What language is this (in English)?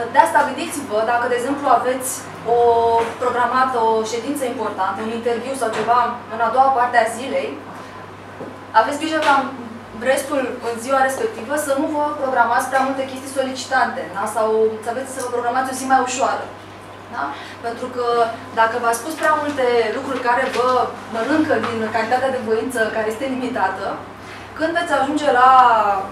Romanian